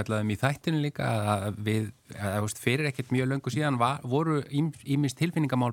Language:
Icelandic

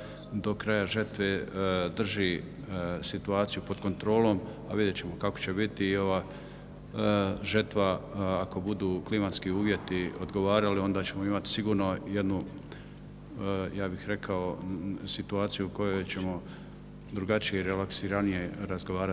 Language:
Croatian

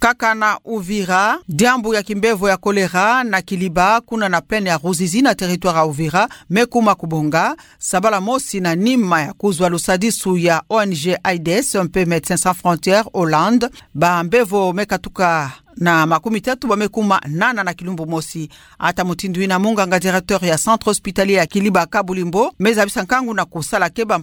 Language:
Kituba (Democratic Republic of Congo)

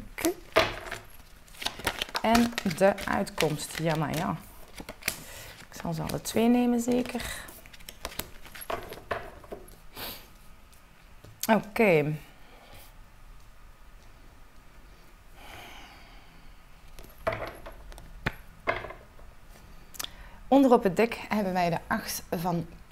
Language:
Dutch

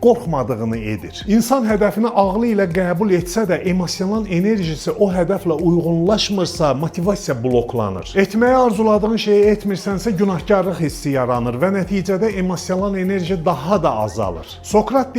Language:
Azerbaijani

